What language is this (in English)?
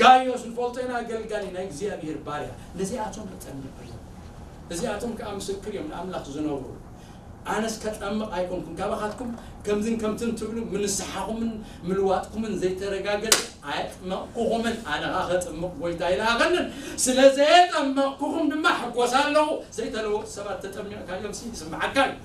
Tigrinya